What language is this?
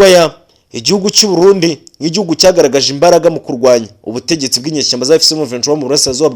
Kinyarwanda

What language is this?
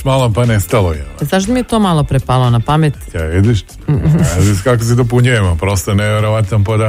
Serbian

